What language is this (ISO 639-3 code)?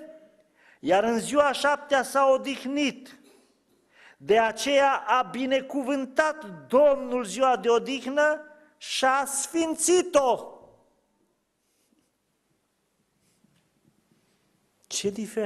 ron